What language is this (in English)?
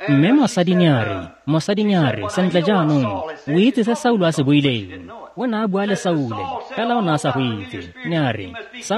Tswana